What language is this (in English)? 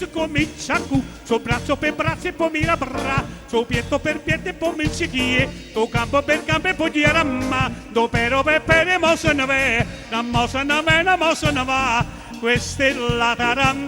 Neapolitan